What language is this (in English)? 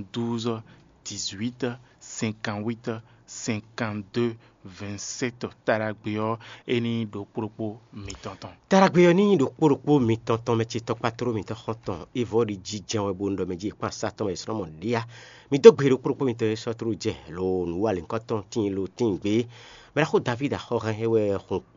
Fon